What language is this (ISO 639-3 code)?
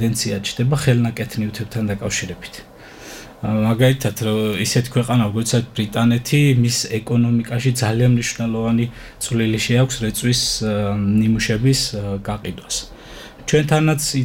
kat